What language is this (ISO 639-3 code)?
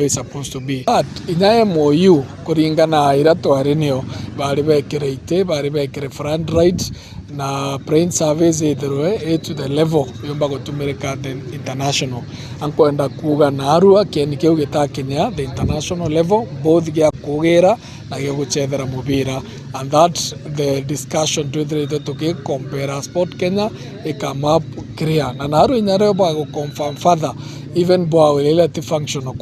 mer